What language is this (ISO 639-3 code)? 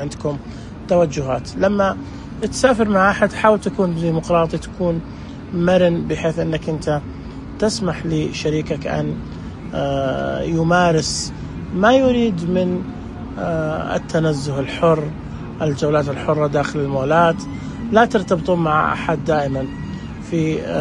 ars